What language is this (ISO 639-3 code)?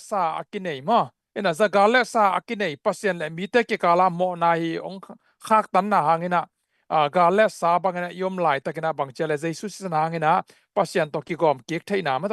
ctd